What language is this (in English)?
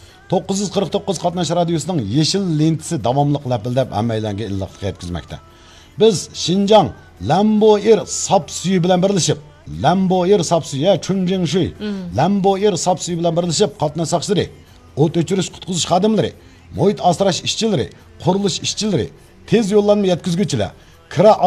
Uyghur